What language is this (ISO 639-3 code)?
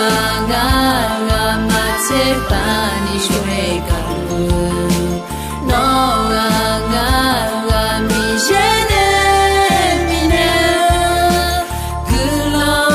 ahk